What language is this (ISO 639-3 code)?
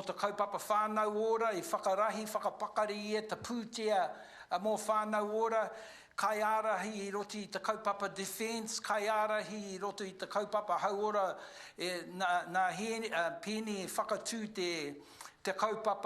mri